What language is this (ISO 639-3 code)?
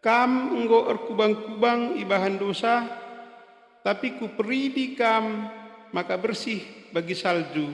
btx